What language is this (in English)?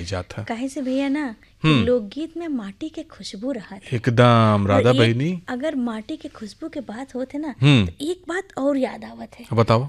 Bhojpuri